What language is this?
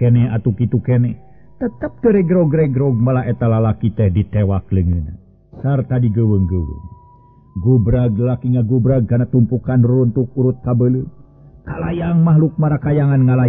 Sundanese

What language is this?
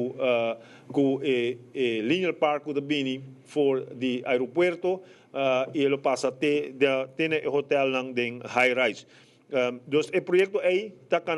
Papiamento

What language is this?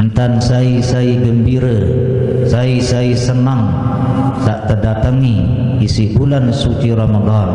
Sasak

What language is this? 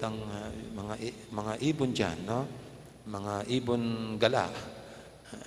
Pampanga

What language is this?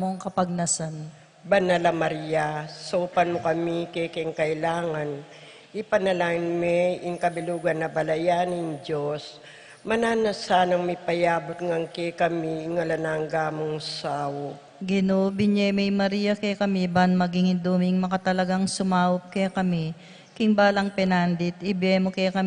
Pampanga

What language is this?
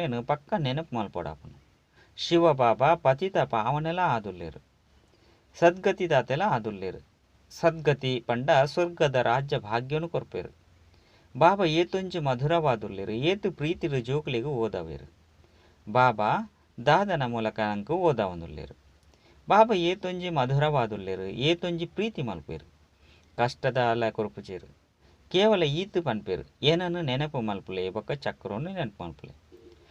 Tulu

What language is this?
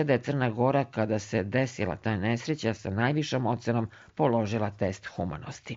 Serbian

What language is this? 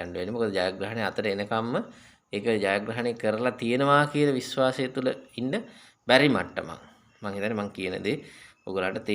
Sinhala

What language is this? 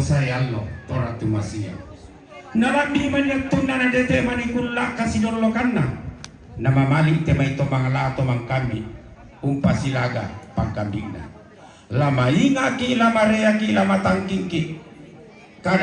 Toraja-Sa'dan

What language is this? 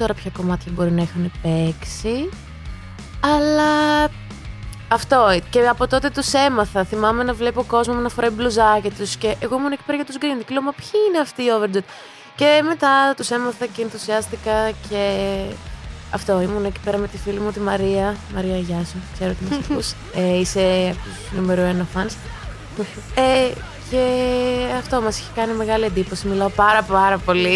Greek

